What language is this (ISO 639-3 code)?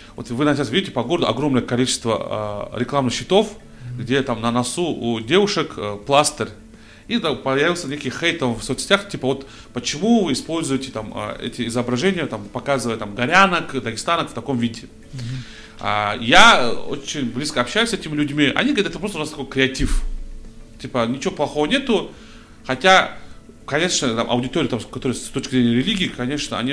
rus